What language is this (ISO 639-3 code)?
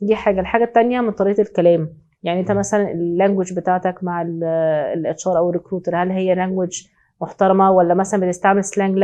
arz